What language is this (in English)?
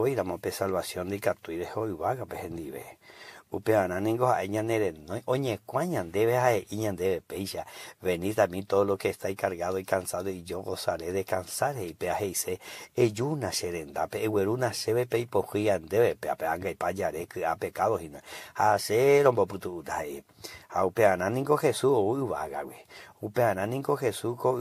Guarani